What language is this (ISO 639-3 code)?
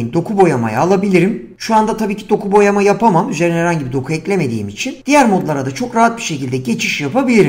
tur